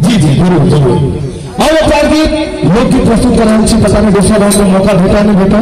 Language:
Maithili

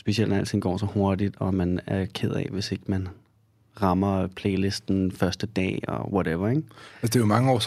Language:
Danish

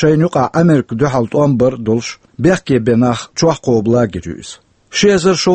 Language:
Chechen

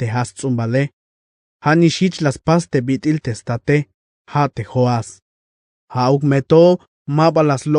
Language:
Tzeltal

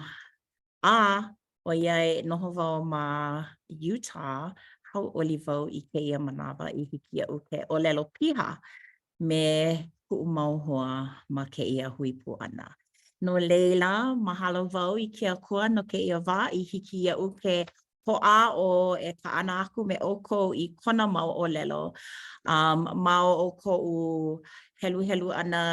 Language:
Hawaiian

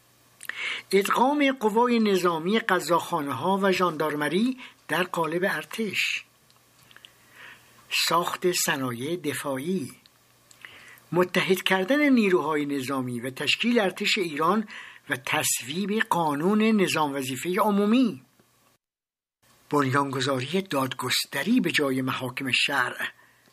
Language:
Persian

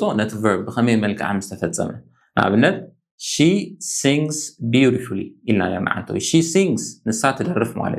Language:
Tigrinya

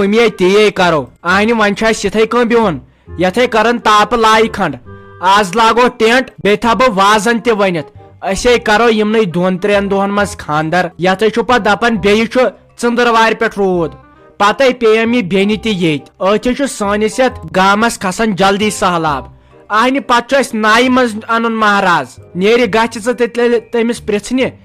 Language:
Kashmiri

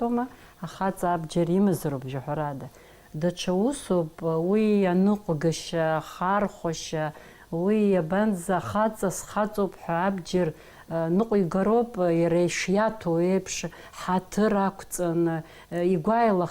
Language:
Abkhazian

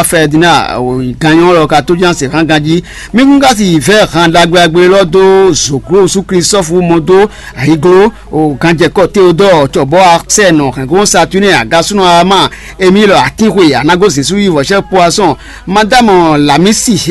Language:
Fon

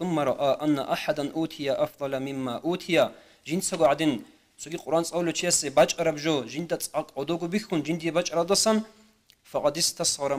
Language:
Avaric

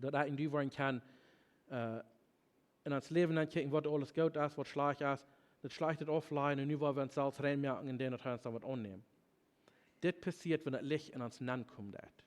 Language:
Plautdietsch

